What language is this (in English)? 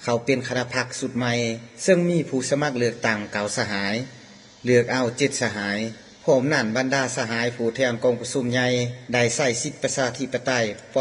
Lao